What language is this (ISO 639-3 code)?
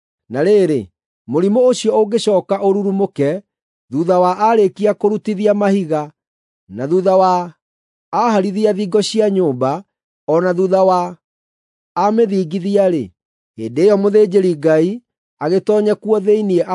kik